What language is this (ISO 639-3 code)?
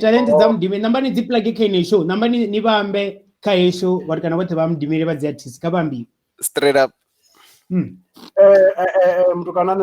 ven